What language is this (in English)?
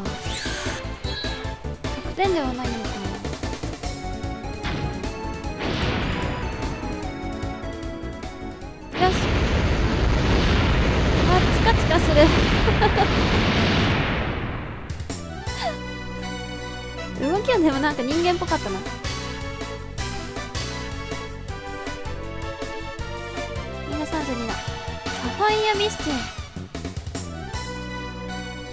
Japanese